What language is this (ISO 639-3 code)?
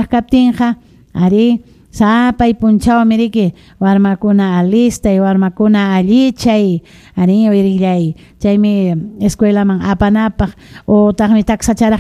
quy